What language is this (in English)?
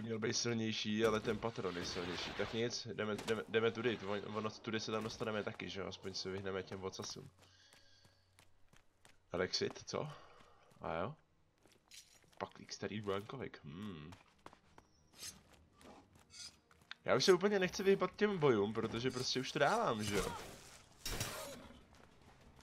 Czech